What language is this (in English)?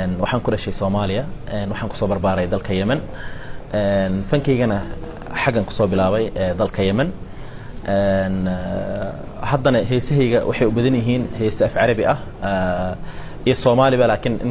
Somali